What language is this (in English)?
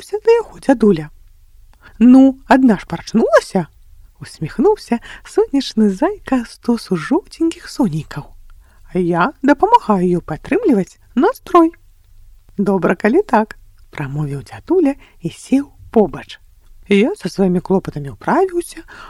Belarusian